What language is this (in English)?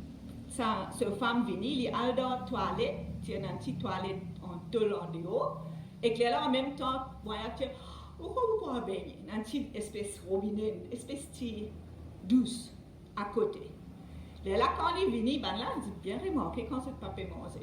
Morisyen